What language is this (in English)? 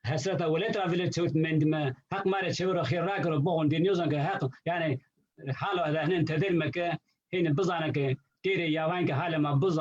Zaza